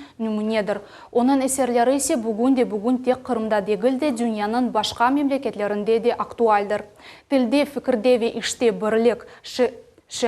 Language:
Crimean Tatar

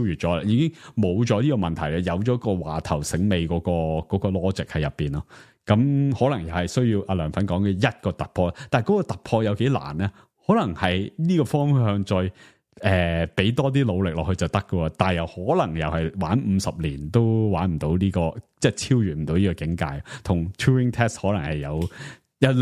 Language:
Cantonese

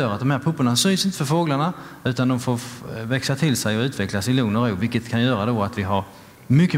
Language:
Swedish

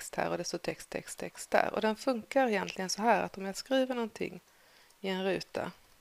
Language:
Swedish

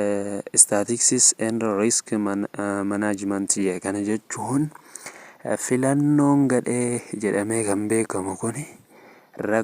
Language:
Oromo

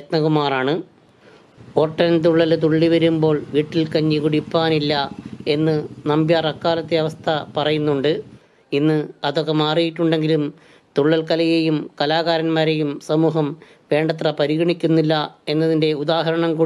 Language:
Malayalam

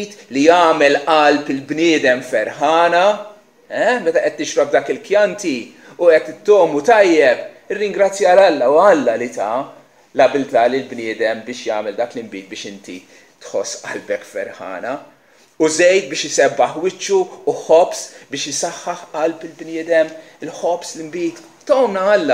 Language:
Maltese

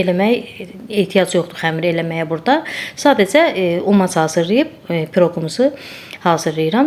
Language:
Azerbaijani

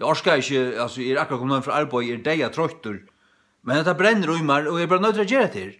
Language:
Faroese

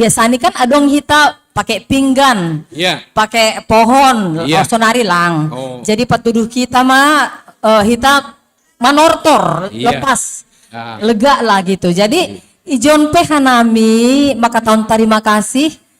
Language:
Batak Simalungun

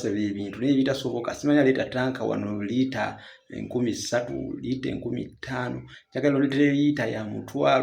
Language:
Ganda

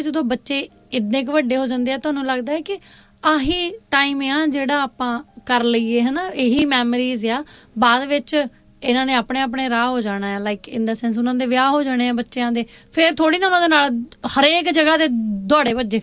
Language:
Punjabi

